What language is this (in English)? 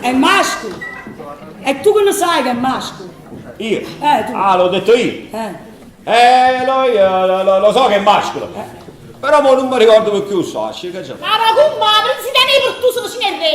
Neapolitan